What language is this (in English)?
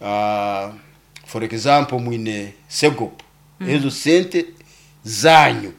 Nyoro